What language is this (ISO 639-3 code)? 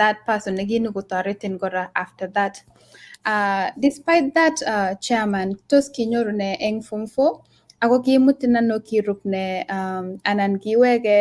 kln